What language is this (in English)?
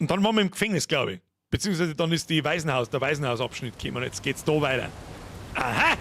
Bavarian